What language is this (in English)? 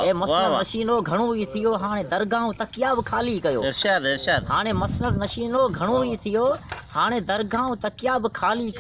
Sindhi